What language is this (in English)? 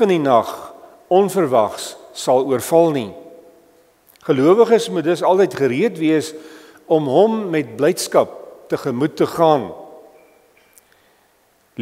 Afrikaans